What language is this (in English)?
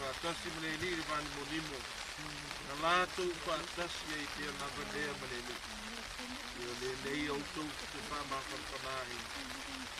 Samoan